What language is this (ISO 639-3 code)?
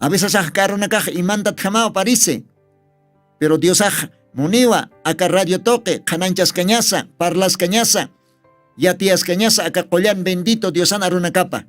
aym